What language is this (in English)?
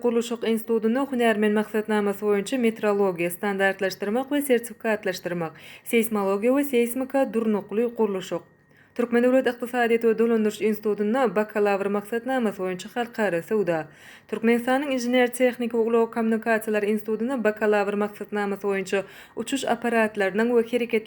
Turkmen